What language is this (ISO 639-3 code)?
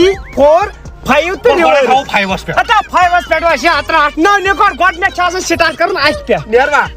kas